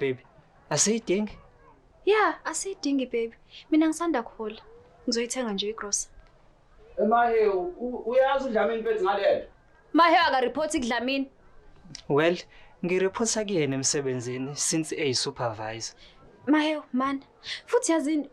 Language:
Zulu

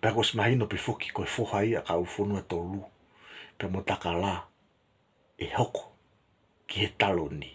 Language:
Tongan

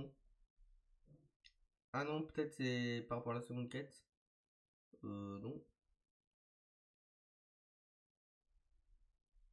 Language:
French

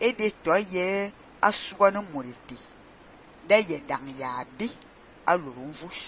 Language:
Fang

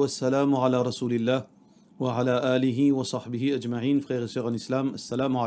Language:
Morisyen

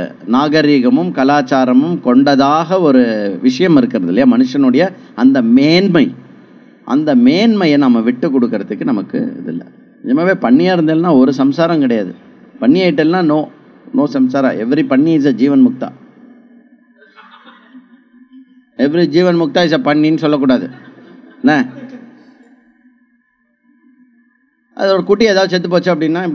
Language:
Tamil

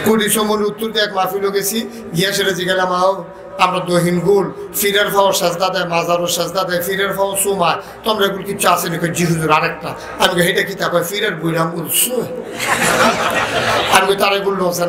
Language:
Bangla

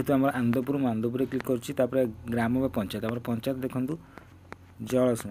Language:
Odia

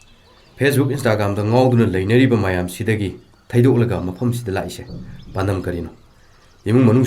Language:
Manipuri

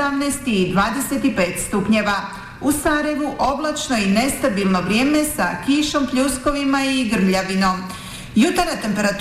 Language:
Bosnian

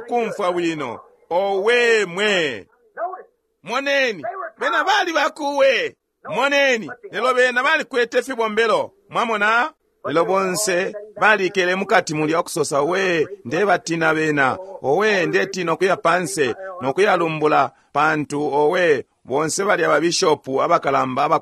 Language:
Bemba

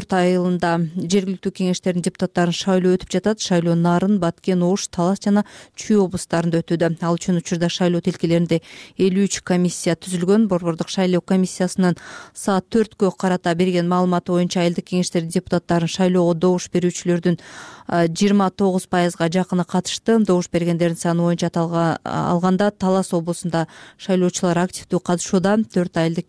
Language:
Kyrgyz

